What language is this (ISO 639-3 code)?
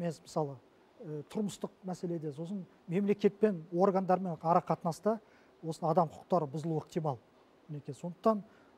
kaz